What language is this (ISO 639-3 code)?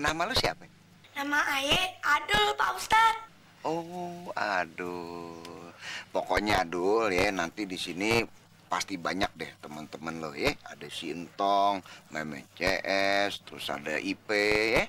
bew